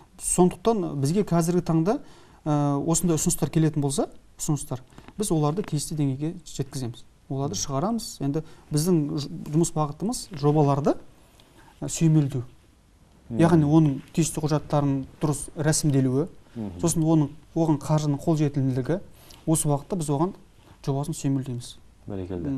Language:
Kazakh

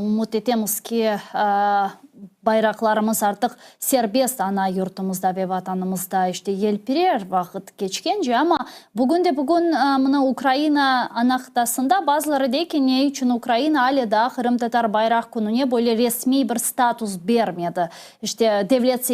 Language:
Crimean Tatar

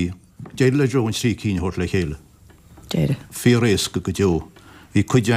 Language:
Irish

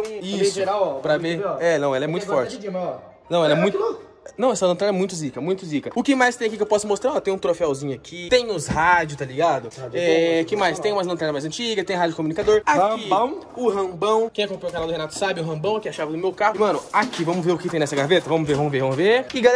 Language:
Portuguese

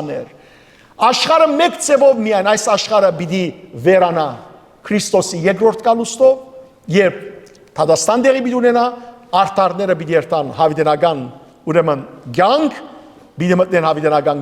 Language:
Western Armenian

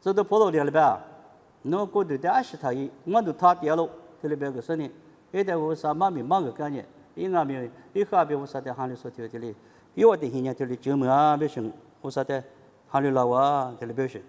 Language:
Lisu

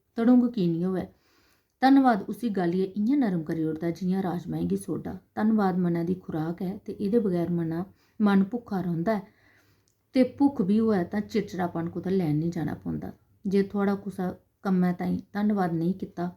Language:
Dogri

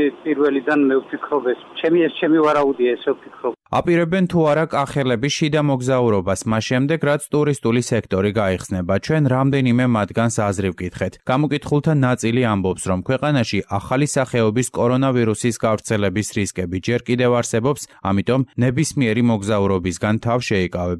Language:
Georgian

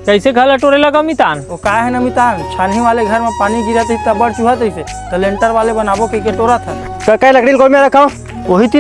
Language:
Chhattisgarhi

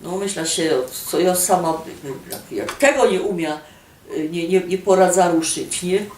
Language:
Silesian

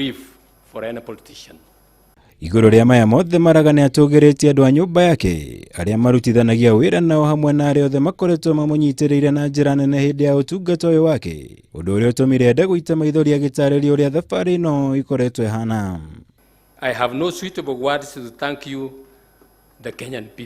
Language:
Kikuyu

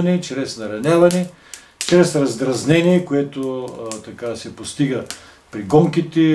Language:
Bulgarian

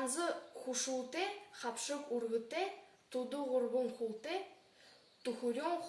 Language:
Buriat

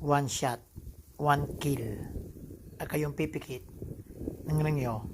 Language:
Pangasinan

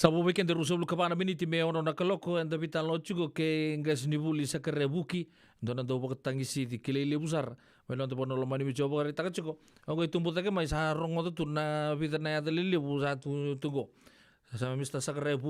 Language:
Fijian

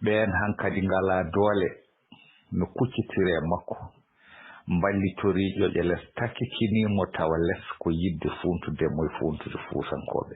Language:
Fula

